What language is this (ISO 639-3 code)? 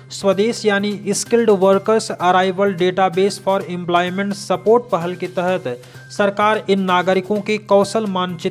hin